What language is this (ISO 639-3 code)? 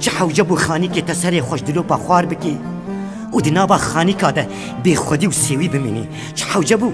kur